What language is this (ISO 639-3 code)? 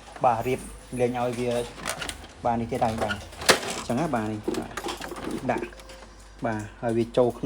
khm